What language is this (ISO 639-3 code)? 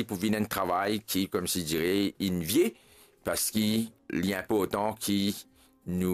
mfe